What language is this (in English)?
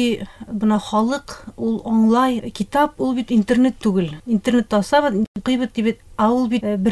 Bashkir